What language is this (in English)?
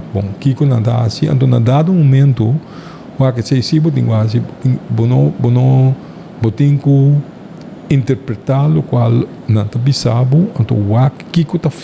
Papiamento